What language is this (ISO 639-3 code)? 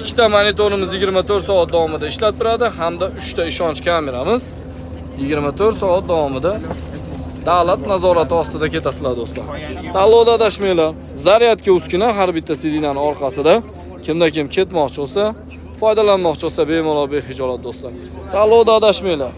uzb